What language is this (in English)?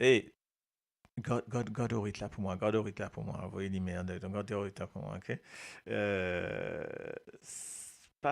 Morisyen